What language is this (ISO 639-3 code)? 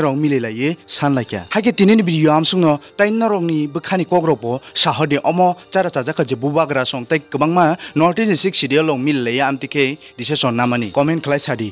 trp